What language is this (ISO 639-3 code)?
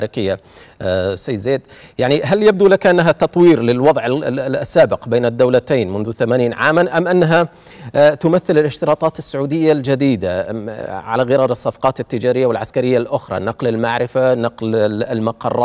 ara